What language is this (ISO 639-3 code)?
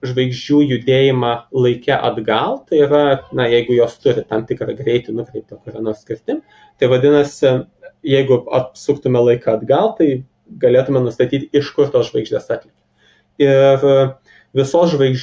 lit